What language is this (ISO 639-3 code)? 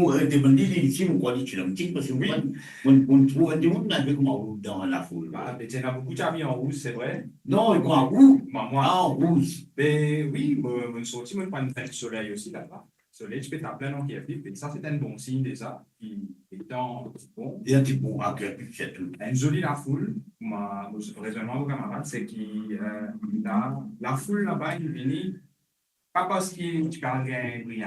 mfe